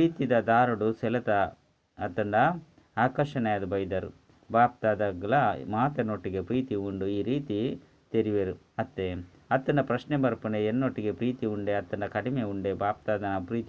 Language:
Tulu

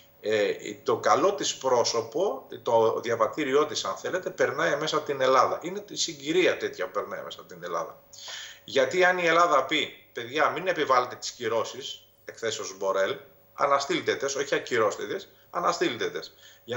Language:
Greek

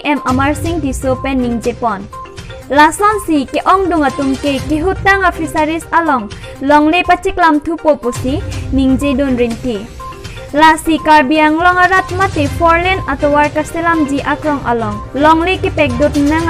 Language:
Karbi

